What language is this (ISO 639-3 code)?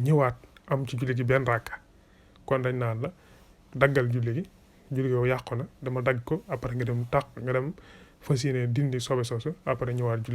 wol